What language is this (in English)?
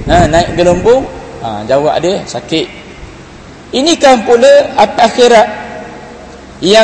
Malay